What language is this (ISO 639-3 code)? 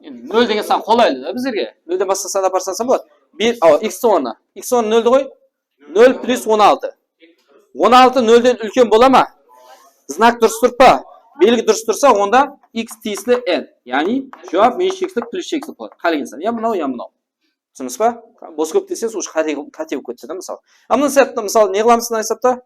kaa